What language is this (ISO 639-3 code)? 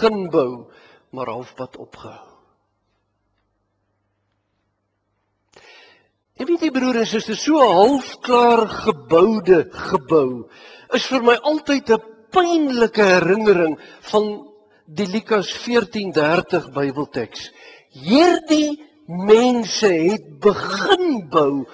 afr